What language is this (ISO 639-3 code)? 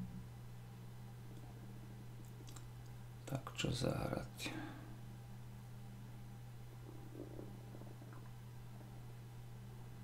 slk